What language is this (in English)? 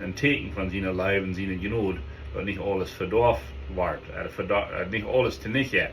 Plautdietsch